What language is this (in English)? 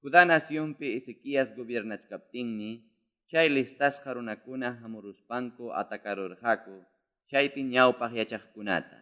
Quechua